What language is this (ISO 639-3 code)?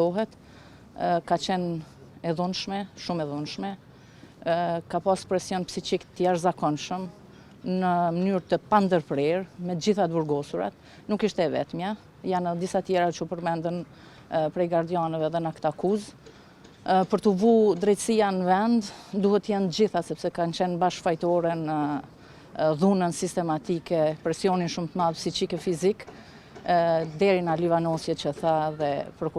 sqi